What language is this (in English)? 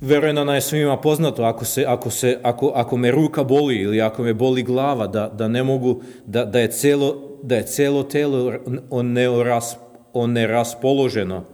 Serbian